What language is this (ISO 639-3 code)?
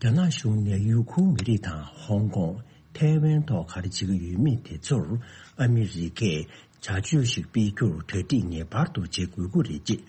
bod